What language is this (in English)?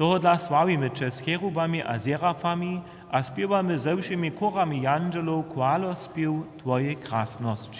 Upper Sorbian